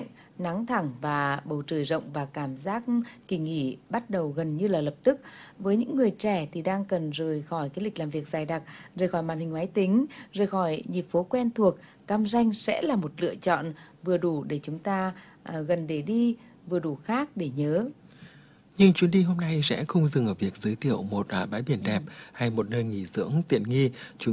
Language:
Vietnamese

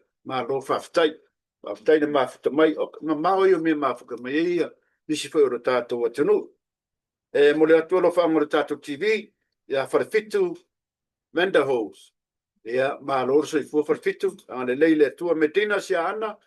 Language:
Samoan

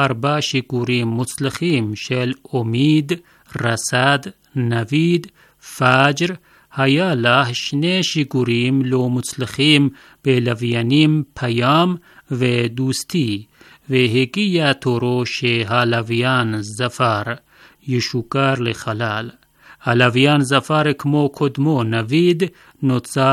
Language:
Hebrew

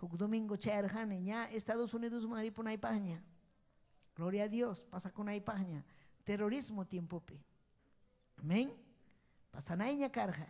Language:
Ayacucho Quechua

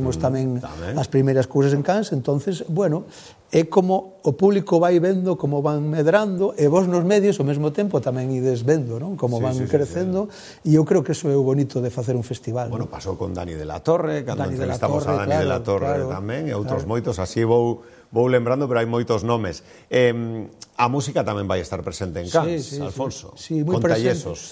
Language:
Galician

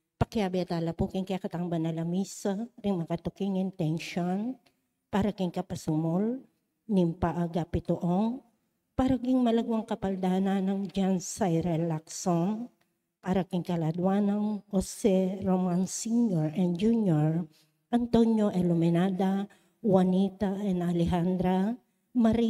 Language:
Pampanga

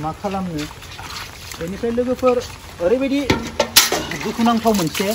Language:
Bodo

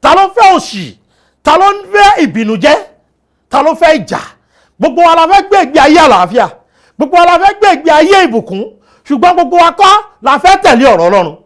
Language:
Yoruba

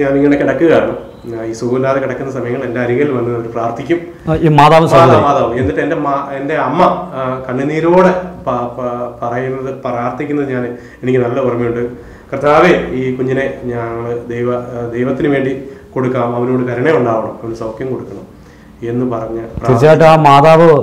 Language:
Malayalam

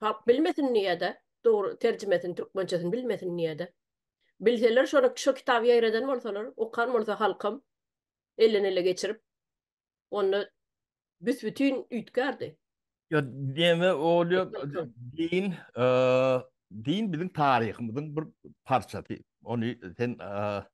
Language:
Turkmen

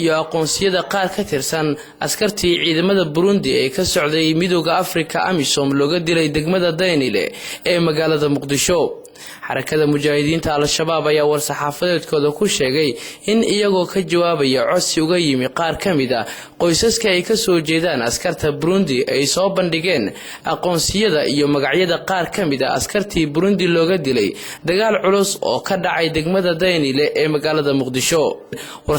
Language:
Somali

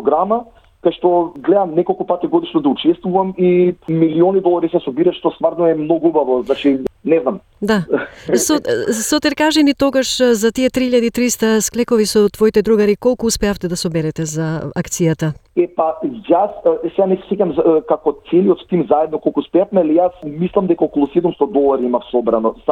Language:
Macedonian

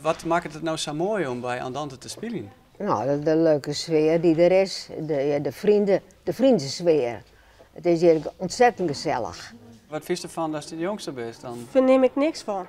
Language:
Western Frisian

